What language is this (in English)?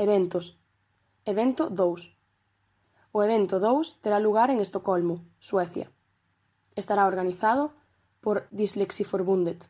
Galician